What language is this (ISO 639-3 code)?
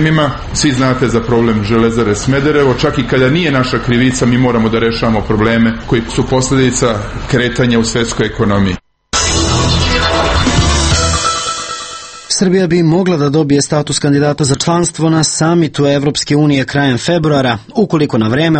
srp